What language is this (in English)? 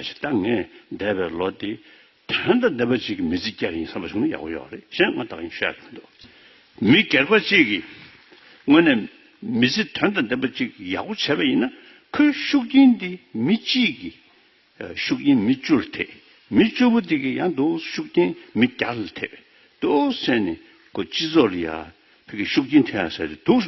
Tibetan